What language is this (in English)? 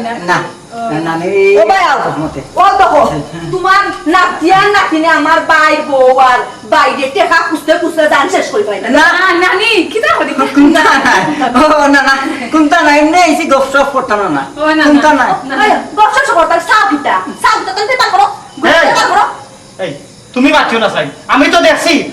Sylheti